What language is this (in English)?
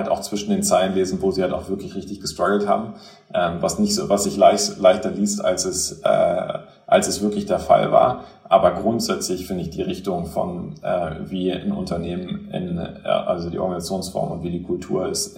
German